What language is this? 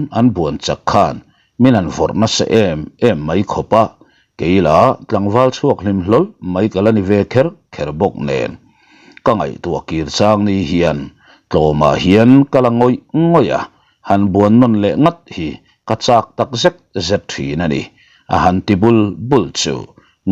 Mizo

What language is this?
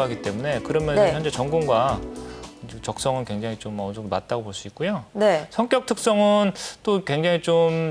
Korean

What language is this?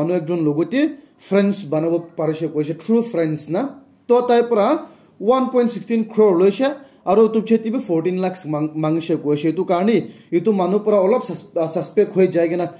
Naga Pidgin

